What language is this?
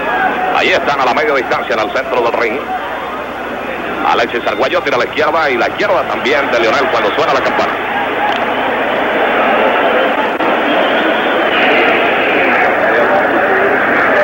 Spanish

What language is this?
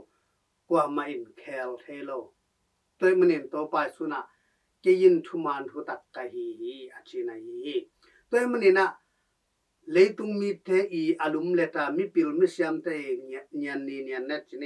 Tedim Chin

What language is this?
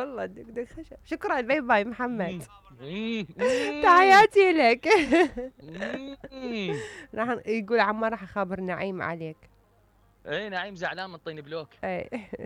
Mesopotamian Arabic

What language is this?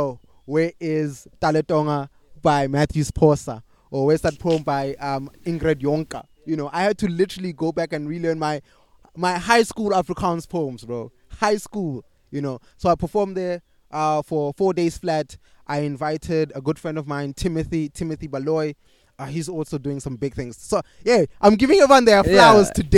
English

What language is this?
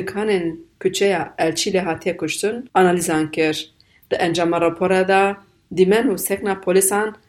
Kurdish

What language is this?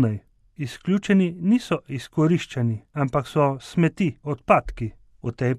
Slovenian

